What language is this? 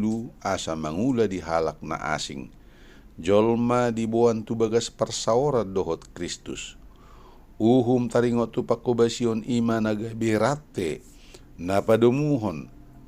Batak Toba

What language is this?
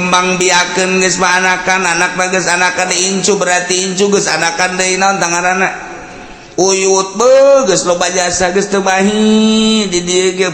Sundanese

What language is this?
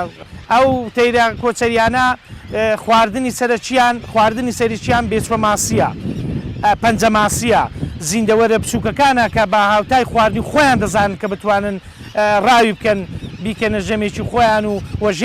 Central Kurdish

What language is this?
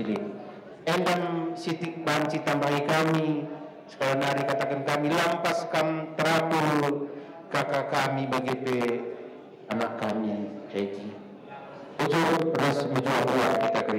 Batak Karo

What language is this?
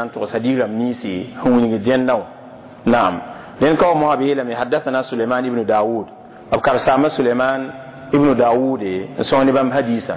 Mossi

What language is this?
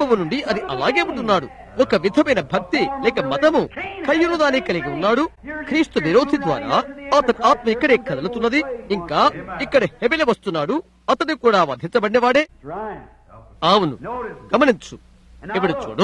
Telugu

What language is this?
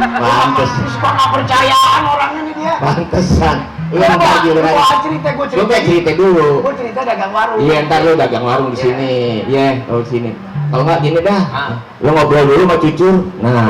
Betawi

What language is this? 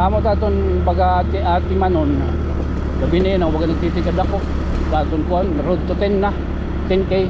Waray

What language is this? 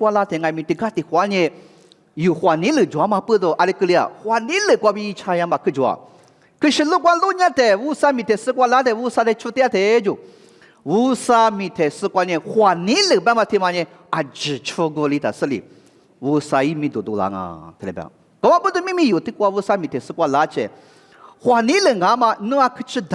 Lisu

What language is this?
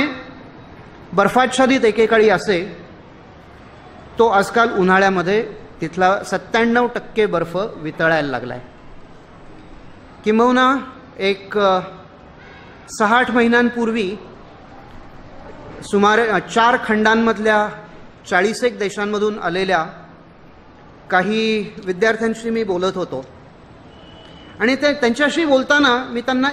Marathi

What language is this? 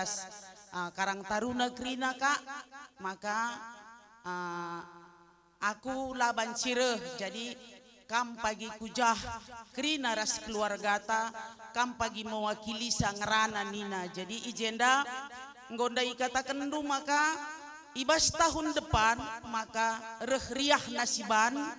Batak Karo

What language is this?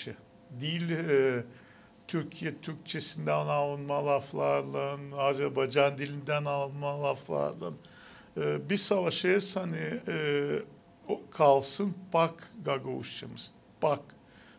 Gagauz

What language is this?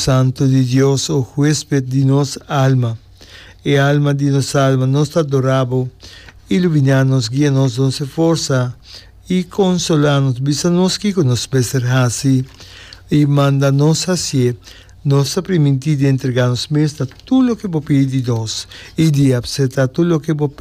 Papiamento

